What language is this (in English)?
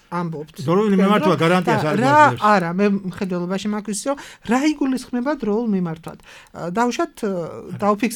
Georgian